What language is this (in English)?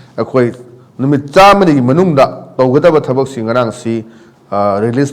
Manipuri